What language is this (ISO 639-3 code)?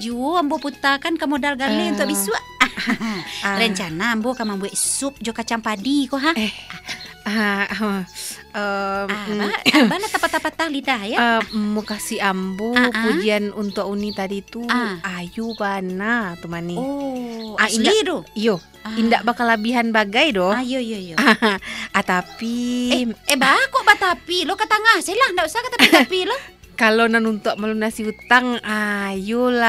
min